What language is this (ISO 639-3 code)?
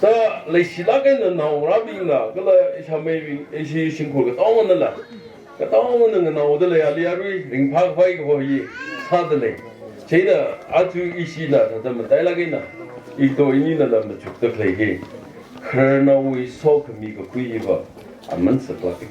nmf